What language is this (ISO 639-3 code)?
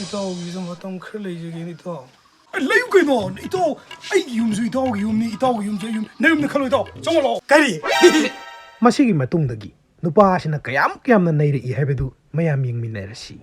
mni